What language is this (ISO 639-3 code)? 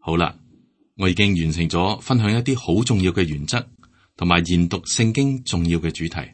yue